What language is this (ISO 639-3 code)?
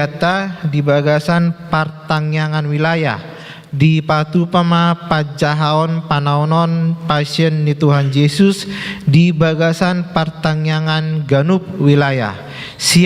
bbc